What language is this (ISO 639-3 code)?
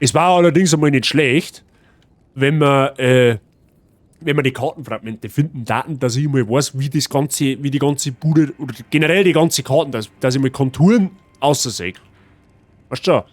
bar